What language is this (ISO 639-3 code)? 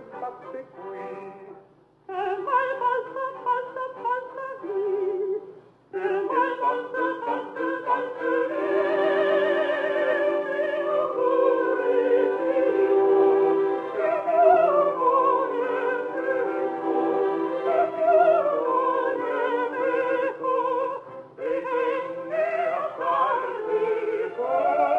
ita